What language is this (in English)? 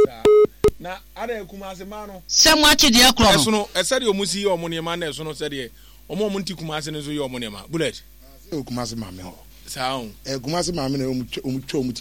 Akan